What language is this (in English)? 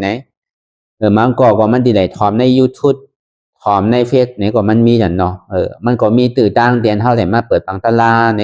Shan